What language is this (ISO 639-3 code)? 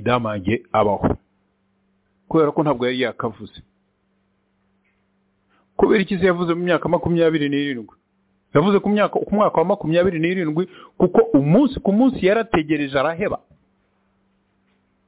kin